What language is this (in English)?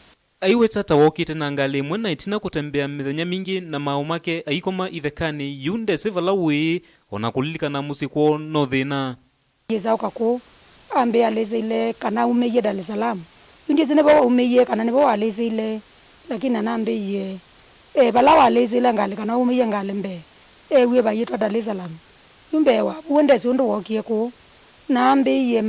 Kamba